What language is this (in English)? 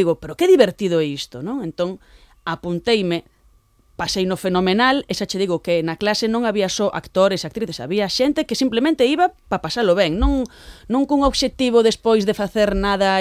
Galician